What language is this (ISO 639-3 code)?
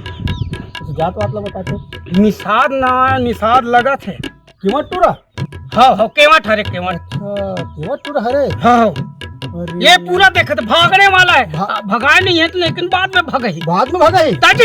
hne